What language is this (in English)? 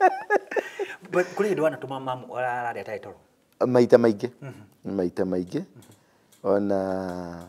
Kikuyu